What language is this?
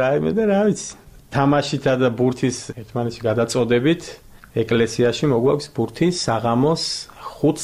Georgian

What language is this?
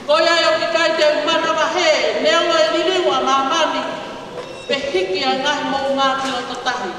Tongan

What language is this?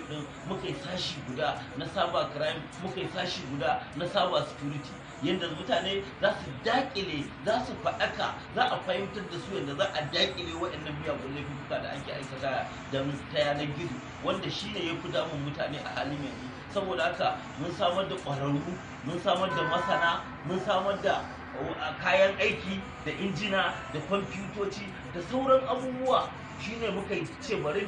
Hausa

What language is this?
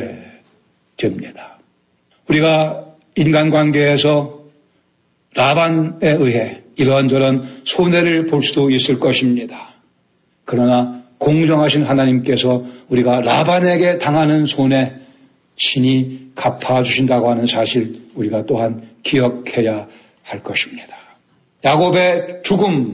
Korean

